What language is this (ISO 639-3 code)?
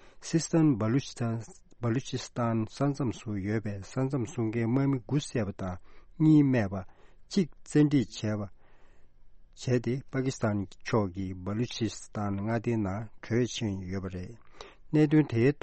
bod